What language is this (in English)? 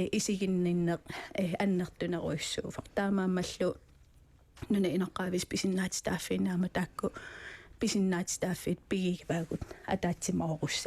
Kalaallisut